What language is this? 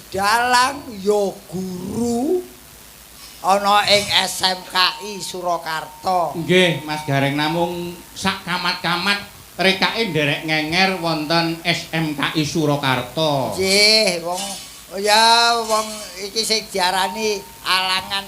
Javanese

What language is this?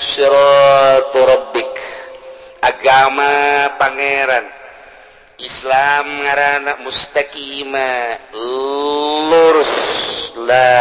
Sundanese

